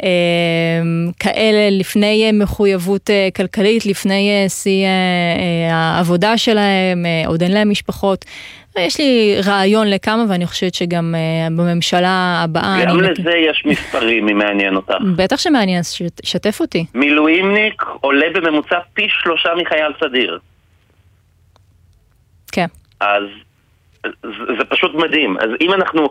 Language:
Hebrew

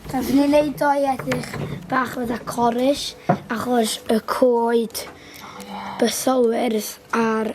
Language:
Welsh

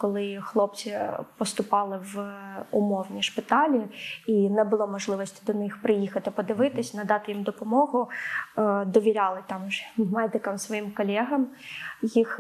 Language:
Ukrainian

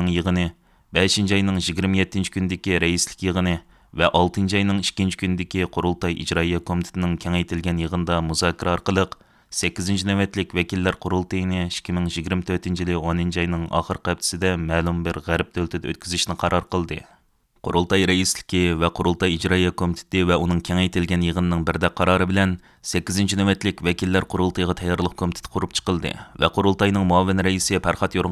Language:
Uyghur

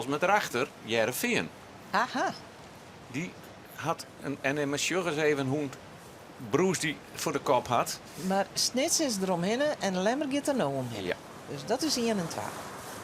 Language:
Western Frisian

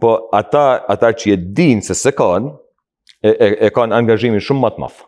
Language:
Albanian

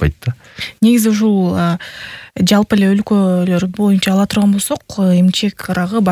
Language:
Kyrgyz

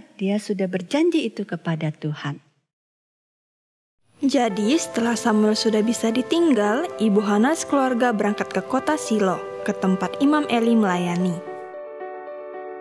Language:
Indonesian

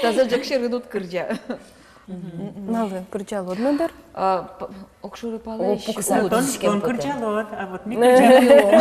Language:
Udmurt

